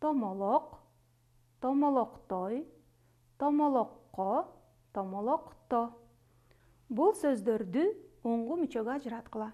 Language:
Kyrgyz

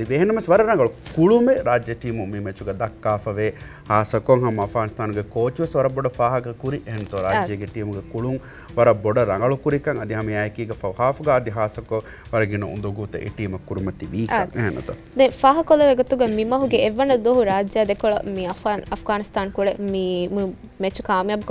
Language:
Divehi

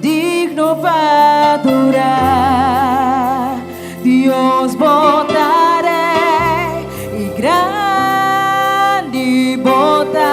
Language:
Papiamento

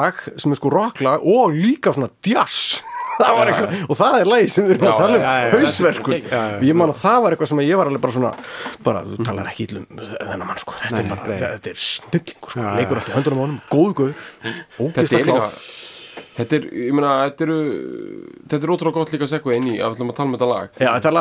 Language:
Icelandic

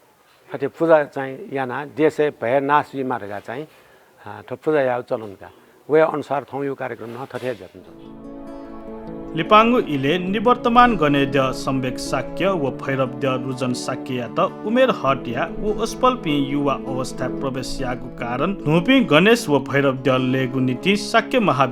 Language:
Newari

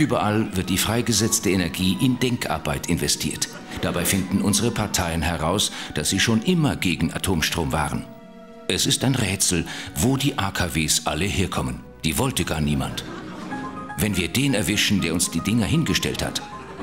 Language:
Swiss German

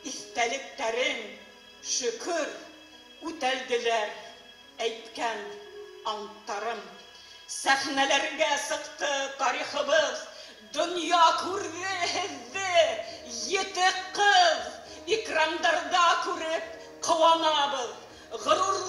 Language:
Bashkir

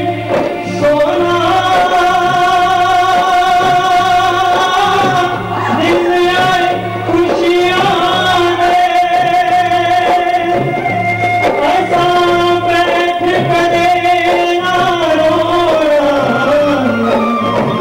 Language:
Punjabi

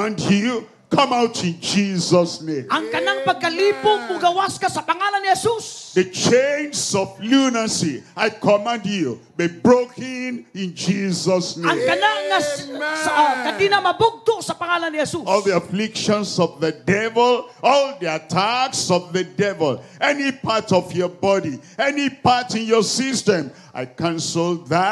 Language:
Cebuano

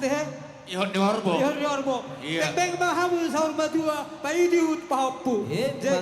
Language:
Batak Toba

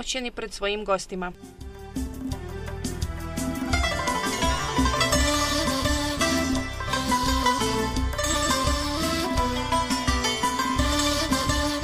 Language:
Bosnian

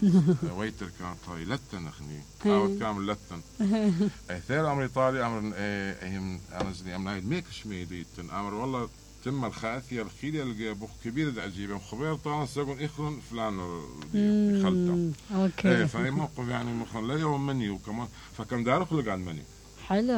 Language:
Mesopotamian Arabic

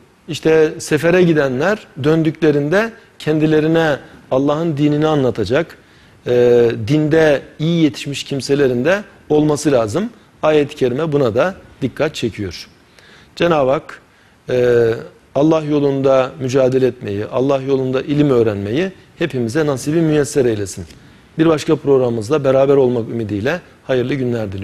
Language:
Turkish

